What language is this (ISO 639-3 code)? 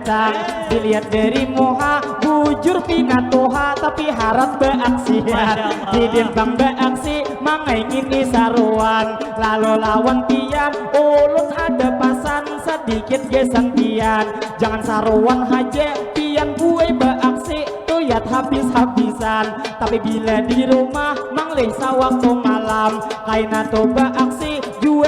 bjn